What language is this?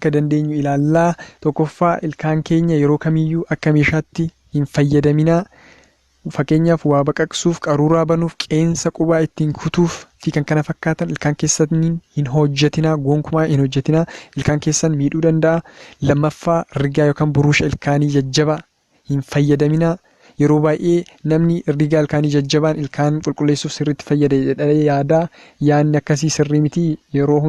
Oromo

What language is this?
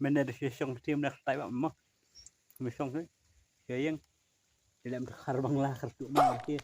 Khasi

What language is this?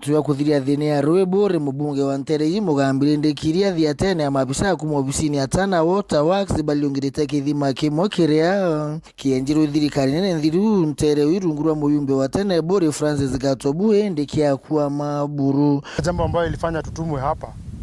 Meru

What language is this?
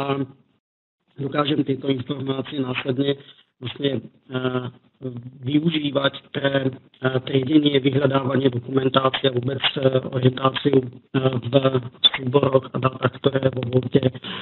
Slovak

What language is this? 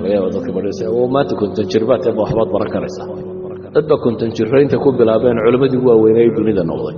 Somali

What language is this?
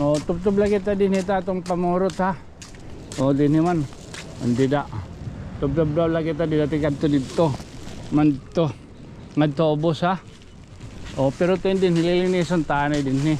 Waray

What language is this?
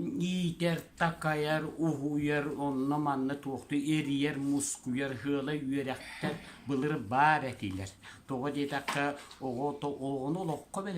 Yakut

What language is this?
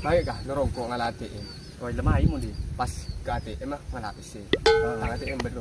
Madurese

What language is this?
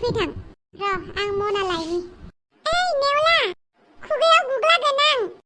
Bodo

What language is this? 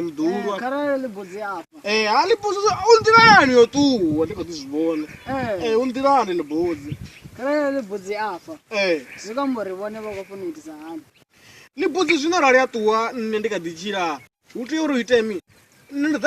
Venda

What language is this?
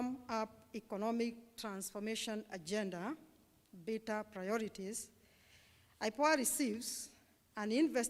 Kamba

